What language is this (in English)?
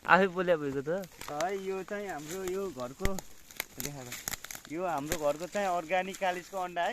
Nepali